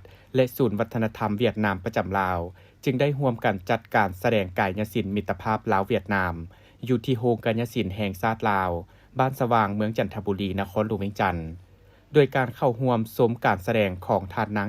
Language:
Lao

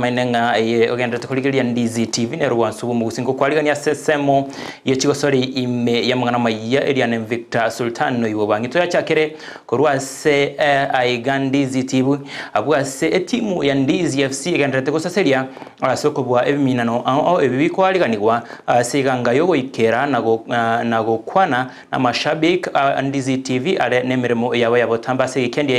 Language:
Gusii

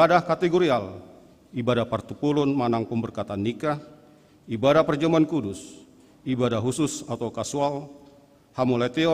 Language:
Batak Toba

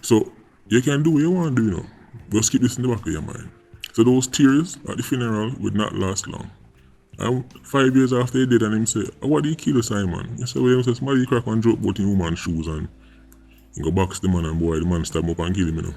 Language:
Jamaican Creole English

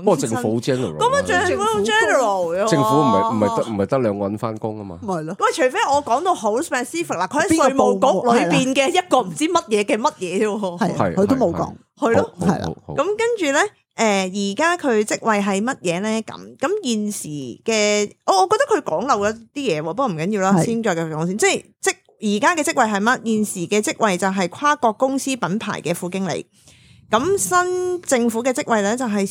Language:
Cantonese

